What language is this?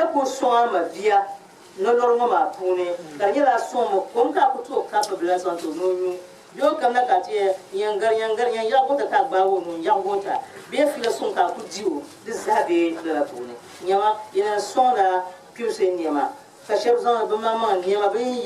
Dagbani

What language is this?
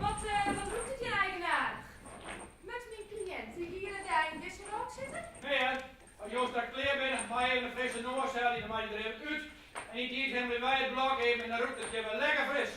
Western Frisian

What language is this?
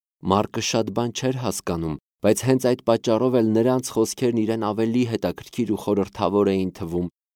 Armenian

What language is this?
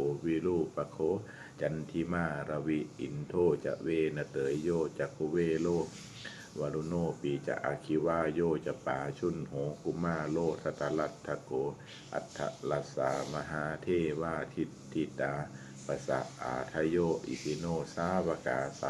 Pali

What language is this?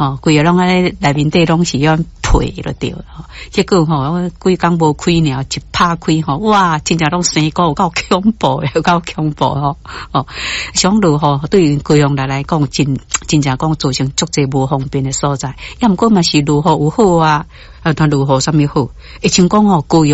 Min Nan Chinese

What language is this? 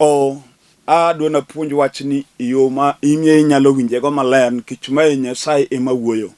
Luo (Kenya and Tanzania)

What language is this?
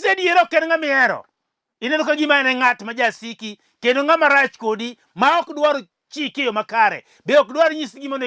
Luo (Kenya and Tanzania)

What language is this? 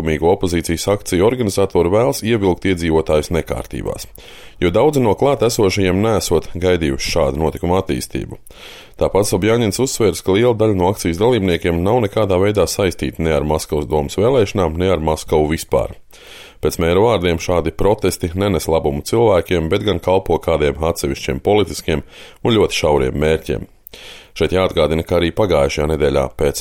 Latvian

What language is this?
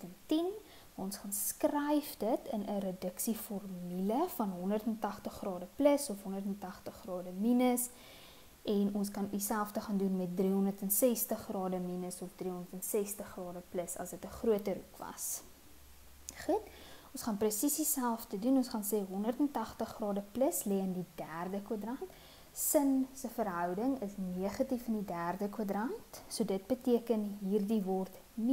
Afrikaans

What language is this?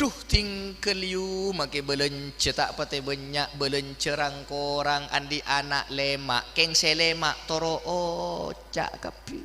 Madurese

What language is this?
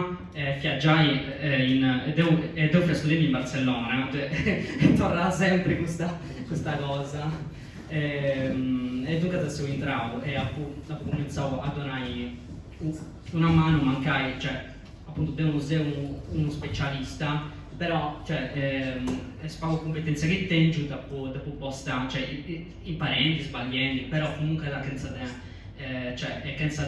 Sardinian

